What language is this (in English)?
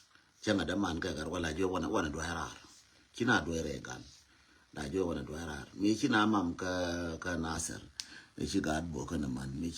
Nuer